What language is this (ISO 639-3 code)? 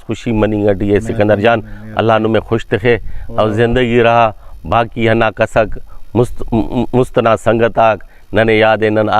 brh